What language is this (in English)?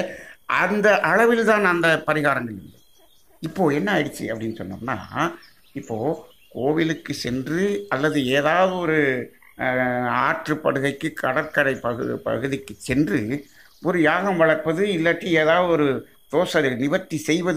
Tamil